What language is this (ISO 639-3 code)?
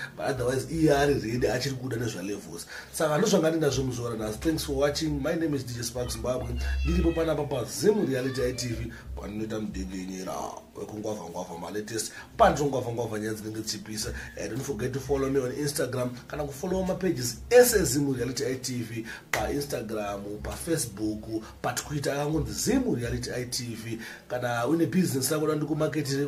sna